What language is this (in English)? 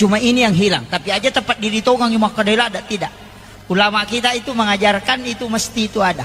Buginese